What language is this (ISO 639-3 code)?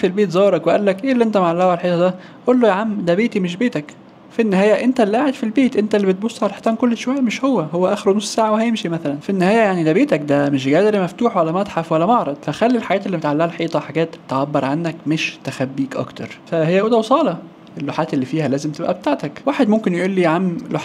arz